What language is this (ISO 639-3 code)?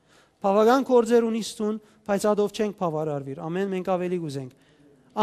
hyw